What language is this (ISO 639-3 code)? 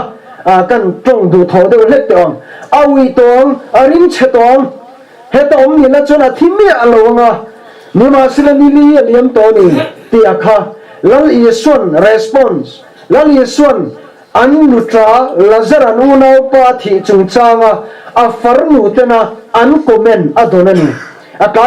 lus